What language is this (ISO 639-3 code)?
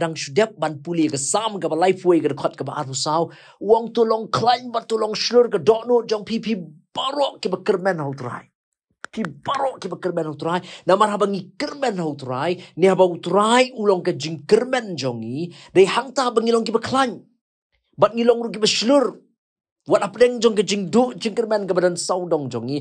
kha